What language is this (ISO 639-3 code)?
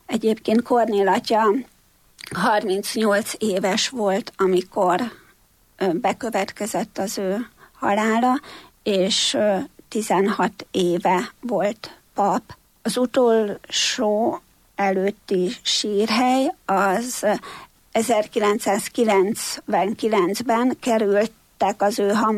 hun